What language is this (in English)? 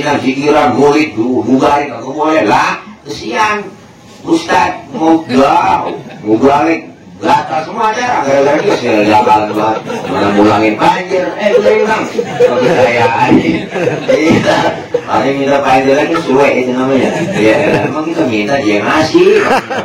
Betawi